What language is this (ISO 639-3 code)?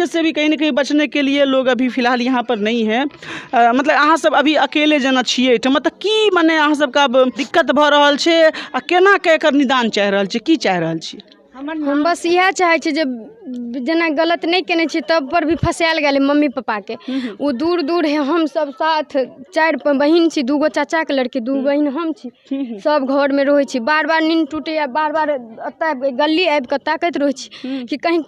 mai